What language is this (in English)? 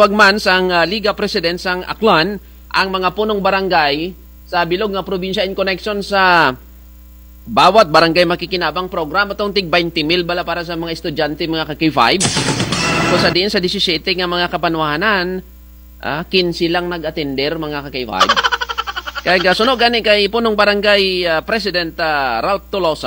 Kinaray-a